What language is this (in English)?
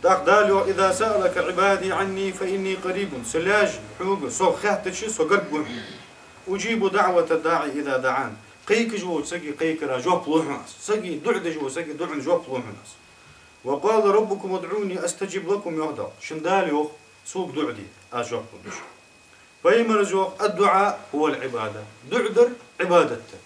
Ingush